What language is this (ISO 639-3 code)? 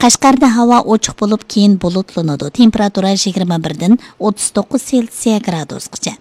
uig